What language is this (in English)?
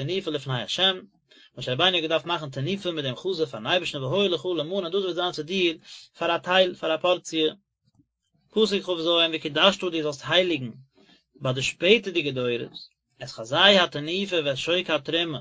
Yiddish